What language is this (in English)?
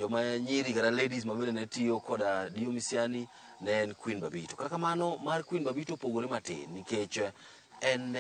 Luo (Kenya and Tanzania)